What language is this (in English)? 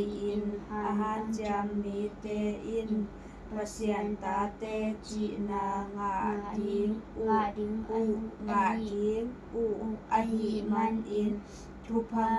Tedim Chin